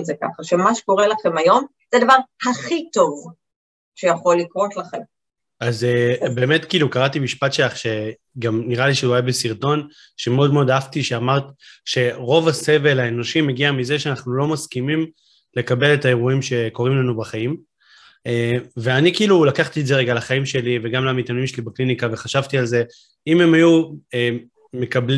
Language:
Hebrew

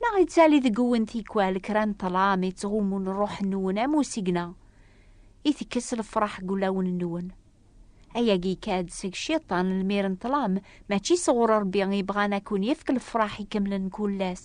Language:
Kabyle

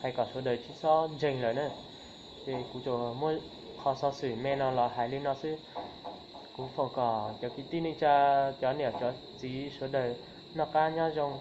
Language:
Hmong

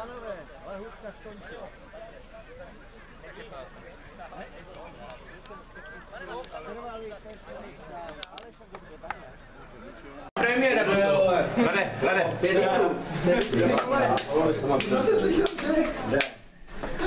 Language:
Czech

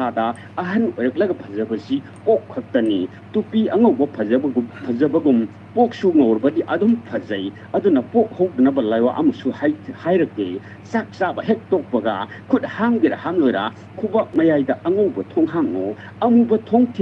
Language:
Manipuri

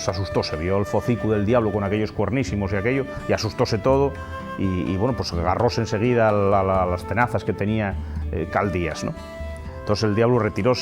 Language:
Asturian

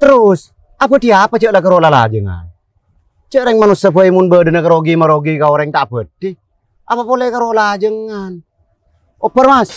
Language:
Madurese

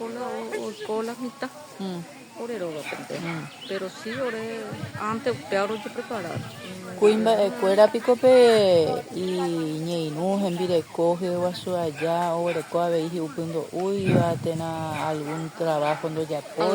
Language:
Guarani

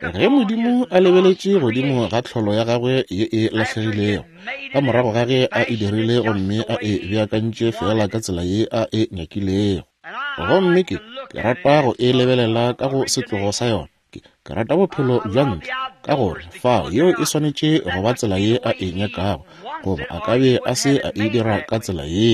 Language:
Northern Sotho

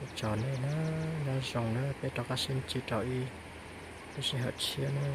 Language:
Hmong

